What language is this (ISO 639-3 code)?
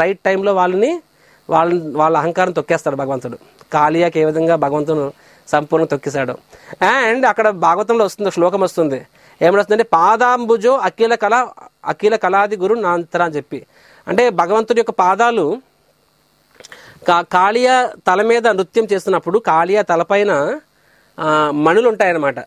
tel